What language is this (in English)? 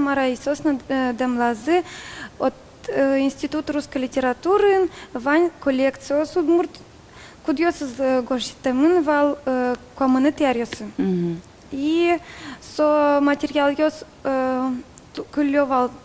Udmurt